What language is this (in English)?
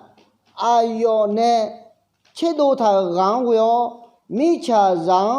Akha